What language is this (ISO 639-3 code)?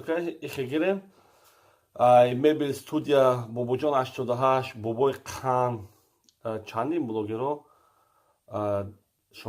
tgk